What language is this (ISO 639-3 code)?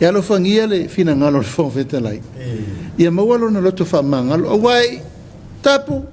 smo